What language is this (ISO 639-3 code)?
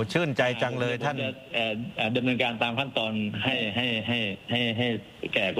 tha